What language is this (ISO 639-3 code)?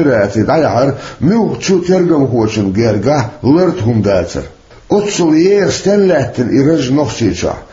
che